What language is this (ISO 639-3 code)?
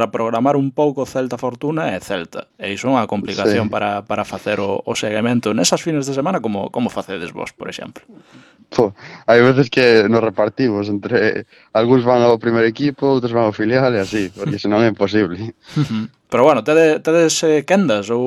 glg